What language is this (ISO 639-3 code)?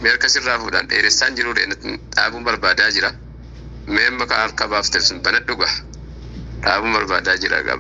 orm